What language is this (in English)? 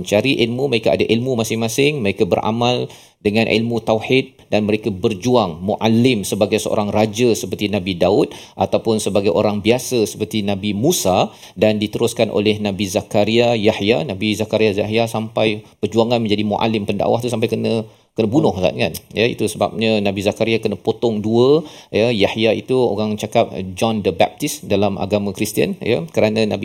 Malay